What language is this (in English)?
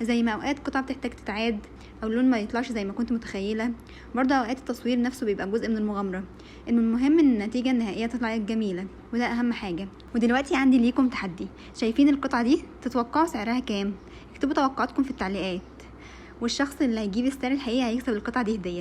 Egyptian Arabic